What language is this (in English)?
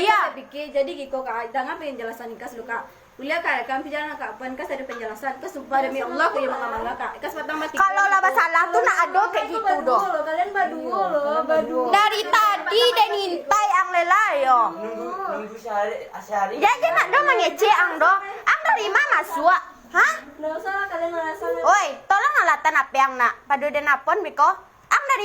Minangkabau